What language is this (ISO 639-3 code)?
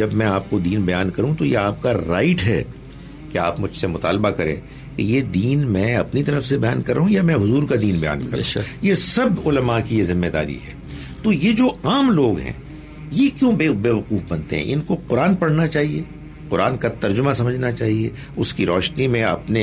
urd